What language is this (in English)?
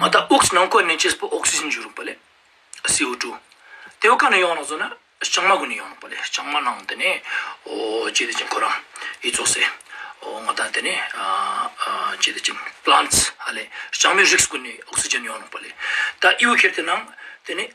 Ladakhi